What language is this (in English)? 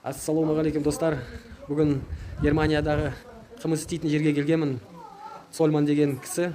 Kazakh